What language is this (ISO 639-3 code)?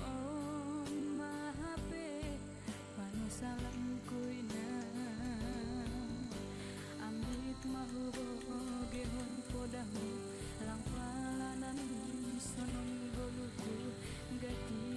bbc